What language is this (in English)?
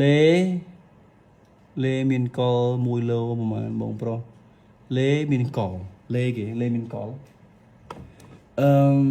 Khmer